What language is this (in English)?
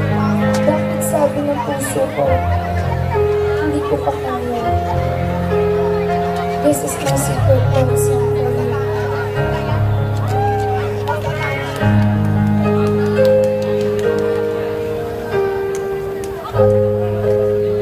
Filipino